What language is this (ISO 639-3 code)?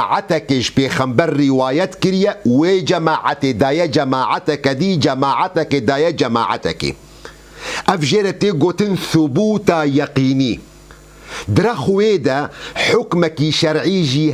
kur